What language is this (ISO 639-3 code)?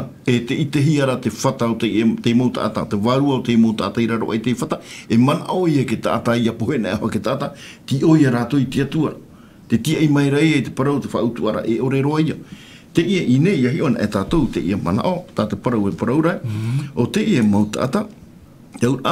tah